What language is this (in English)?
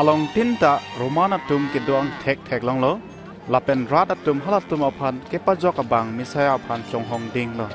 Karbi